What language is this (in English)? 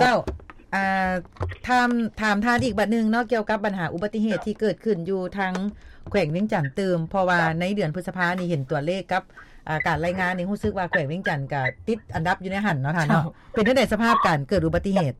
Lao